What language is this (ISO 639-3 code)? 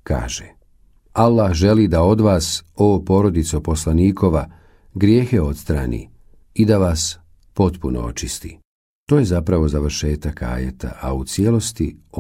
bos